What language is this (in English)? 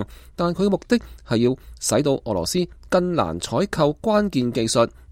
Cantonese